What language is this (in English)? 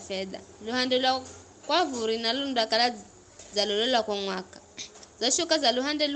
Giryama